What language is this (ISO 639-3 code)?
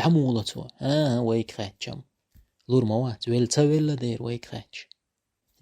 che